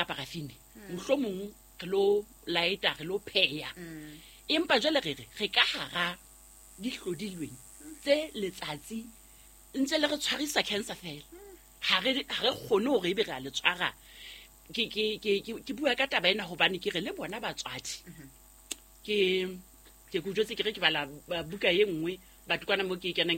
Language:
Southern Sotho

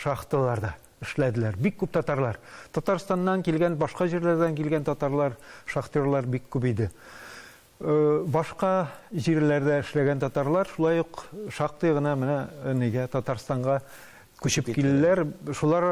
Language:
Tatar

